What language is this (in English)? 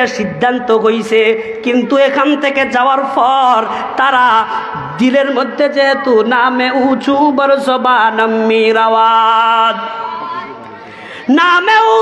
Bangla